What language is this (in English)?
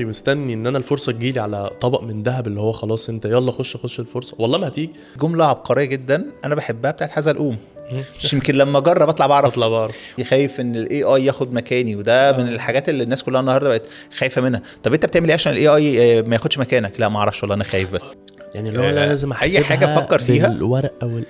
Egyptian Arabic